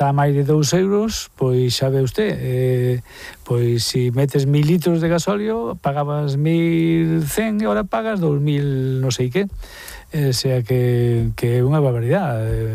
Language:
Galician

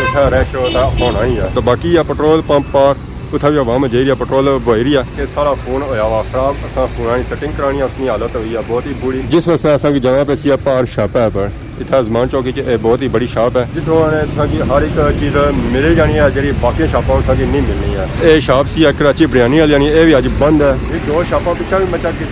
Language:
Pahari-Potwari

